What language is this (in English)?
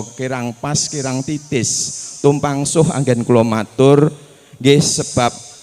Javanese